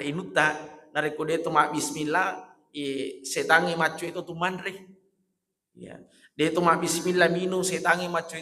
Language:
Buginese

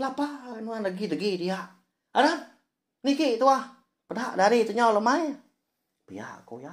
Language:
Iban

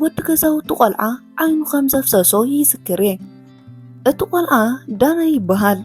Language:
Tigrinya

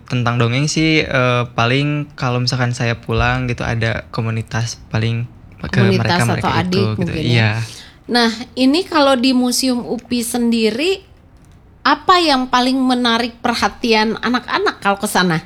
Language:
Indonesian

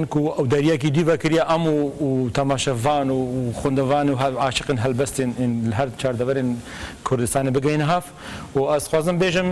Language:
Kurdish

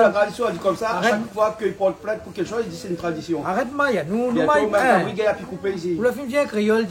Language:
Réunion Creole French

